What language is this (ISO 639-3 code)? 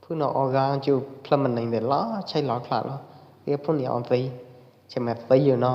kjp